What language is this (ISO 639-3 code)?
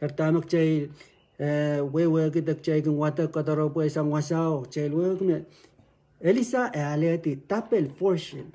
pon